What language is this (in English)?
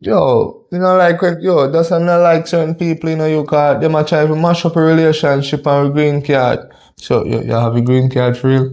Jamaican Creole English